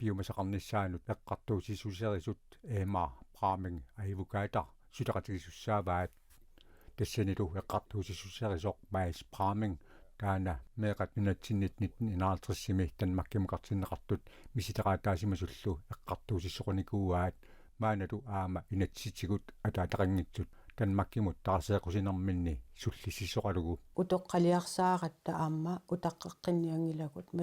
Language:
Kalaallisut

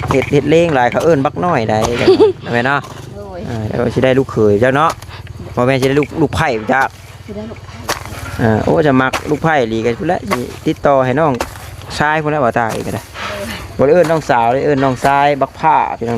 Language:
Northeastern Thai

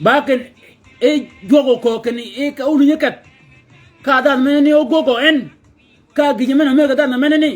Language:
Shilluk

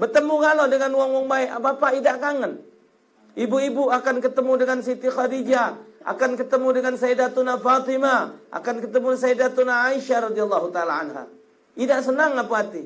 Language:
Musi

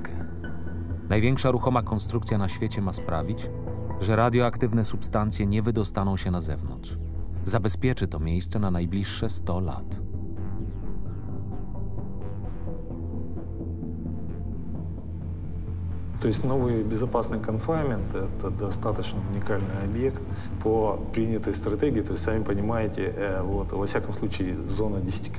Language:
Polish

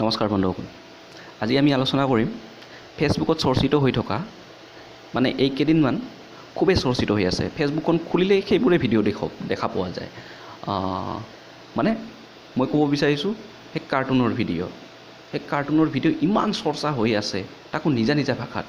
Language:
Assamese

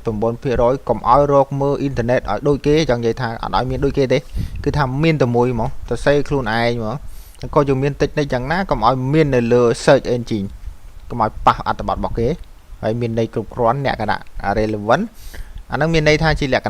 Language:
Khmer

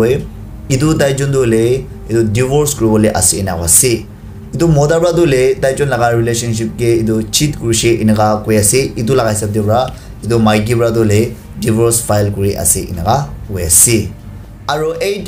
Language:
Naga Pidgin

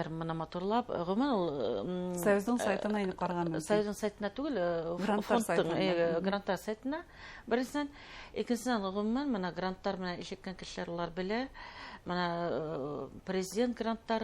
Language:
Bashkir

